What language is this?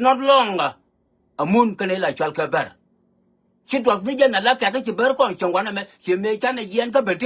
Nuer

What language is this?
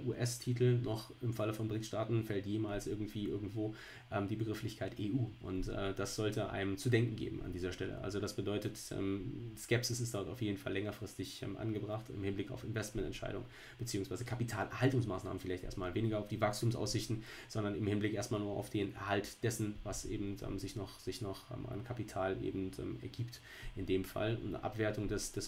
German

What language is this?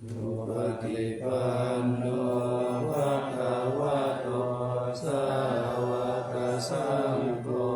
Pali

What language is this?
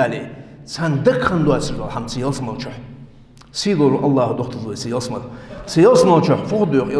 Ingush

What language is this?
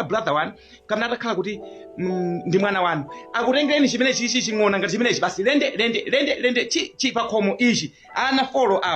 Nyanja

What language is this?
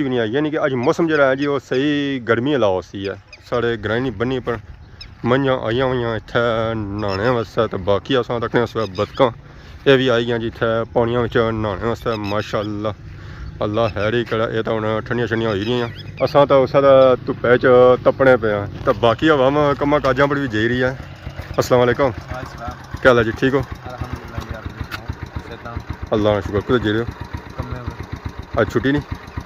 Pahari-Potwari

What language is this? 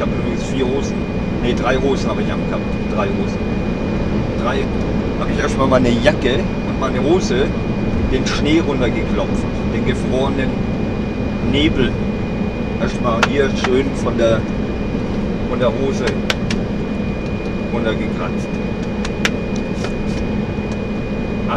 German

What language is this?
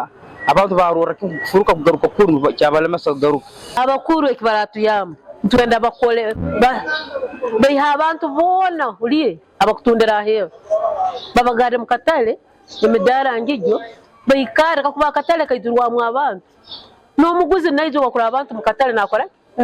Nyankole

